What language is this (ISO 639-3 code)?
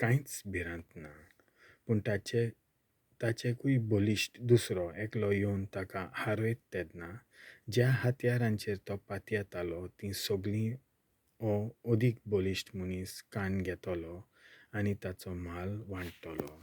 kok